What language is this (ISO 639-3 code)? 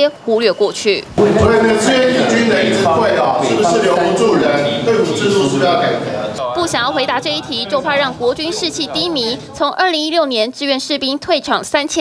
zho